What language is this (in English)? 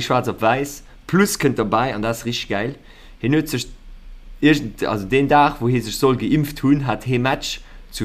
Luxembourgish